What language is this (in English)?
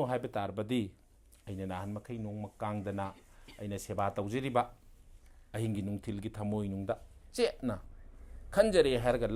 Manipuri